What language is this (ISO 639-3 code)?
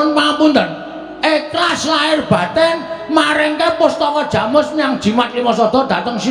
jav